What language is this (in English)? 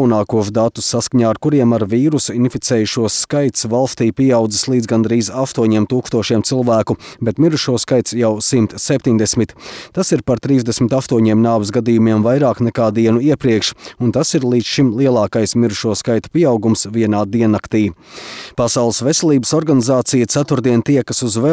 Latvian